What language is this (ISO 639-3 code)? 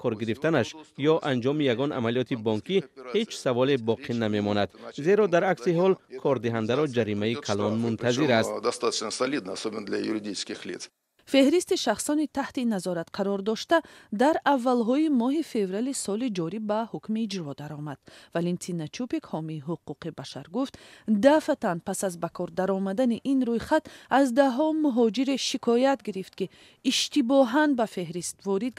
tgk